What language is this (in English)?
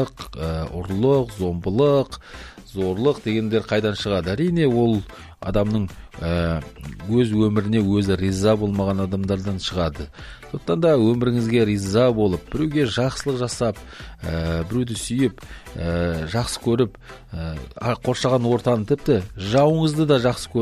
Kazakh